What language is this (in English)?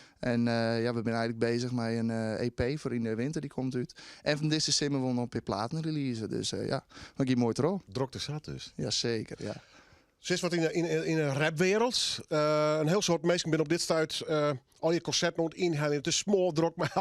Western Frisian